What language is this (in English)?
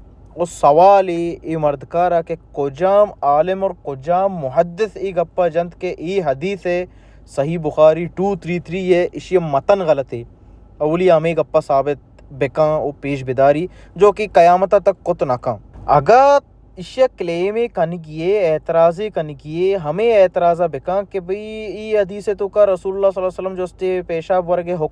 Baluchi